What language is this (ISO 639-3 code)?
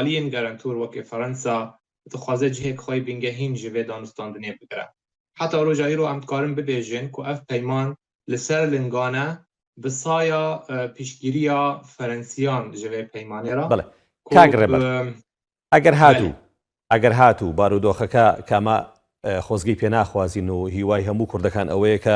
kur